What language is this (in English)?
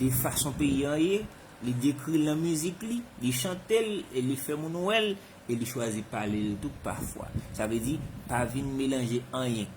Haitian Creole